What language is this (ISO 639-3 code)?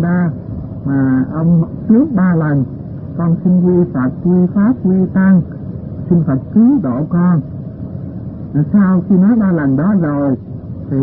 vie